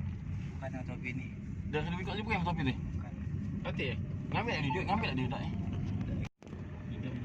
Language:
Musi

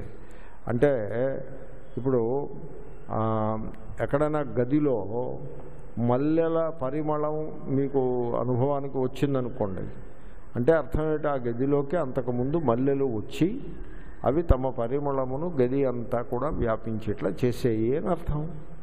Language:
Telugu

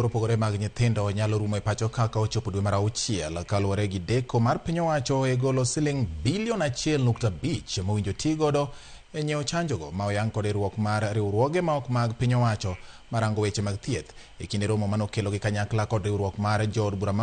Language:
Luo (Kenya and Tanzania)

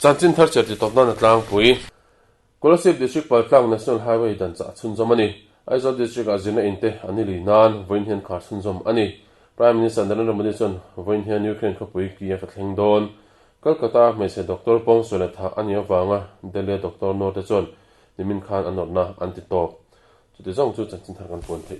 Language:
Mizo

